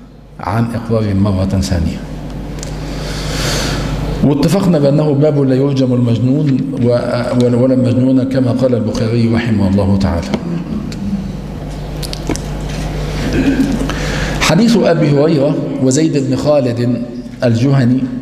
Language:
Arabic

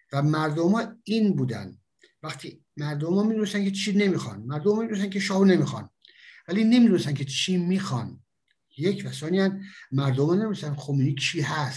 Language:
Persian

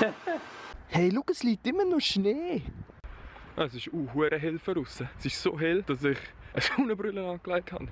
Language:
Swiss German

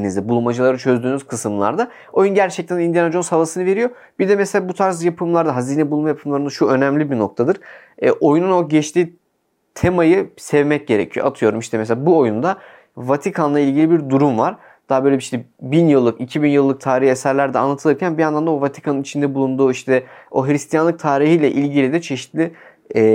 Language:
Turkish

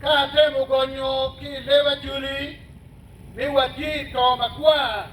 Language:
Acoli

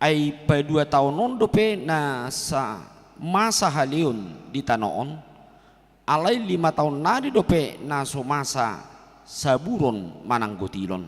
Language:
Batak Toba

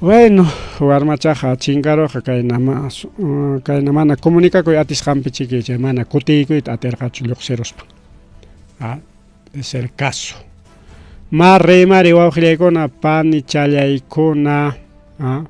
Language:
Ayacucho Quechua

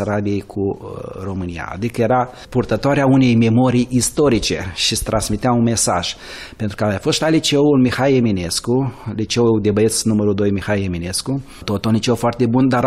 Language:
Romanian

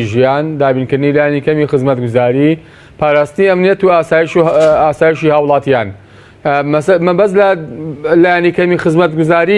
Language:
Central Kurdish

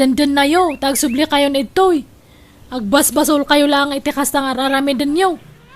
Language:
Iloko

